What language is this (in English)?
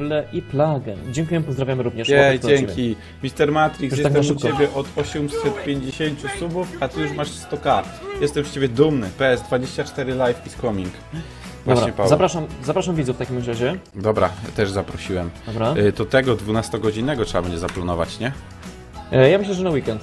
Polish